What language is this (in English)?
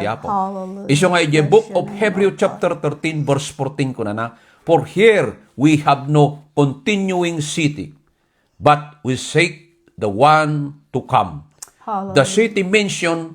Iloko